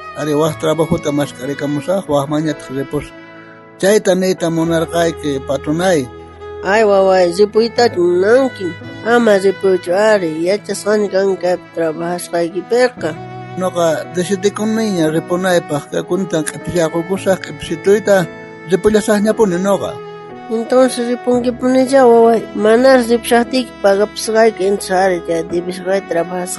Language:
South Bolivian Quechua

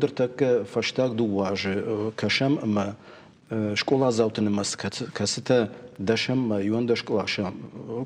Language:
Ossetic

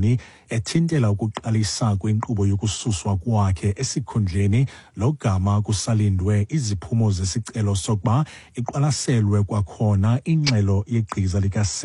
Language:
Xhosa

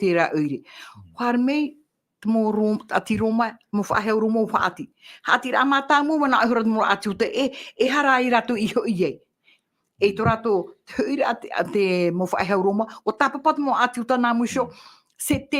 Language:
Tahitian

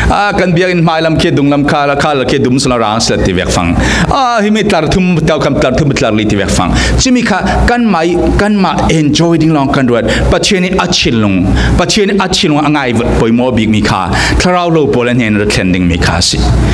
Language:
Falam Chin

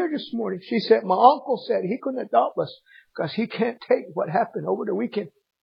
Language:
English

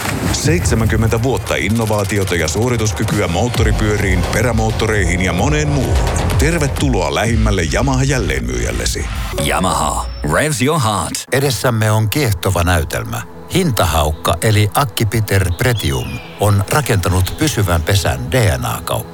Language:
Finnish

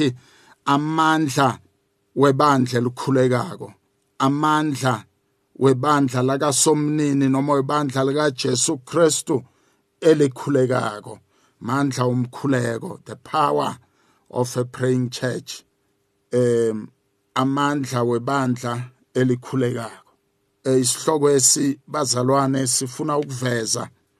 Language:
South Ndebele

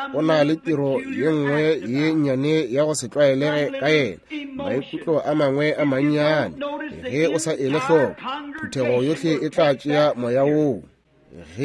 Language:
Northern Sotho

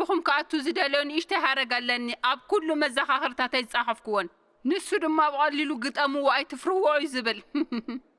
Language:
Tigrinya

